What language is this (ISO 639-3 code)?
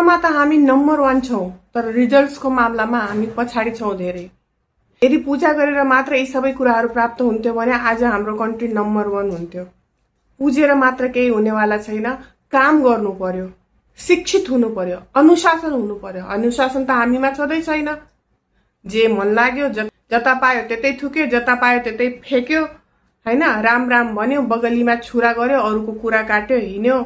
nep